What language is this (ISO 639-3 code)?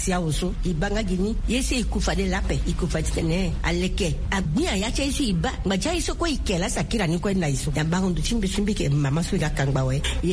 sag